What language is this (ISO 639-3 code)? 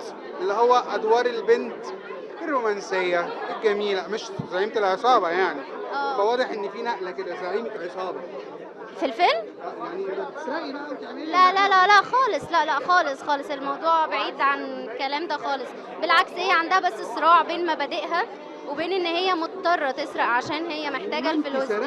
arz